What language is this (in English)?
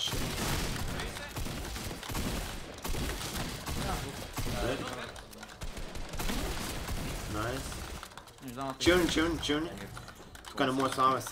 Bulgarian